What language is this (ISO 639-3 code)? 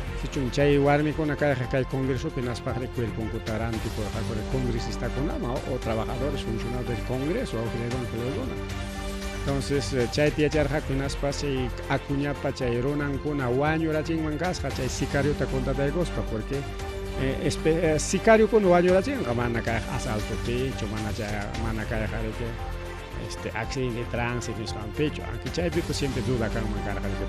quy